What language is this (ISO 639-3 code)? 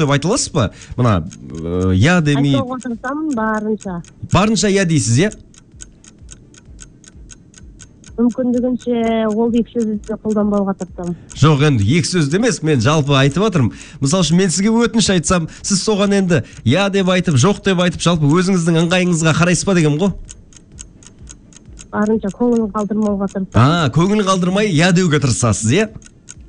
kaz